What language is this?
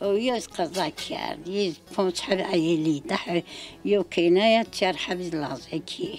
Zaza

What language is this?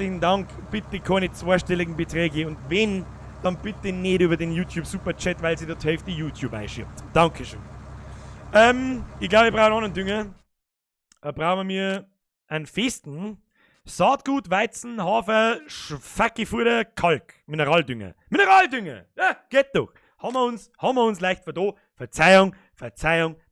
Bavarian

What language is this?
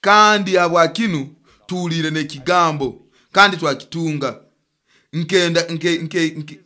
Nyoro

